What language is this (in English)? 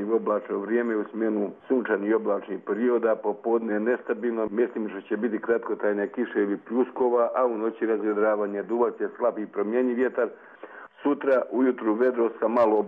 Croatian